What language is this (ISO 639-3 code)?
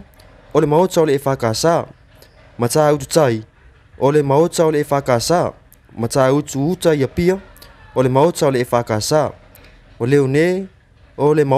smo